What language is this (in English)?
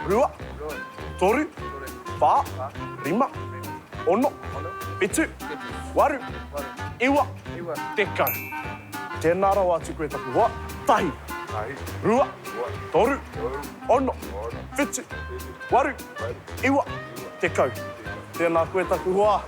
Māori